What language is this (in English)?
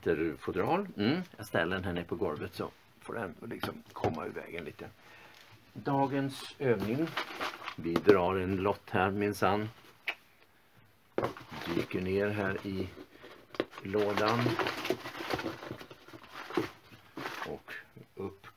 Swedish